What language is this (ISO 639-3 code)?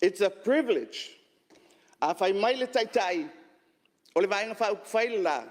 smo